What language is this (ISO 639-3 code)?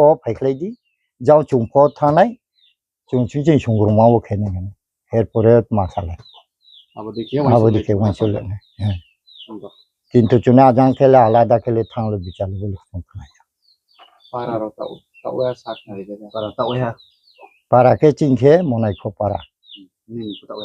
ria